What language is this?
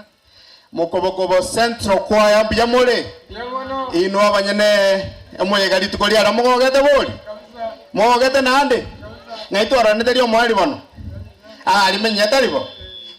Gusii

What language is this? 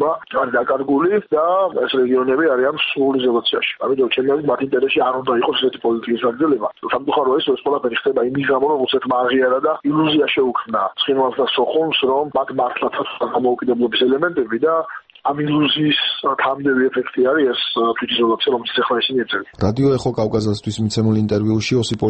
Georgian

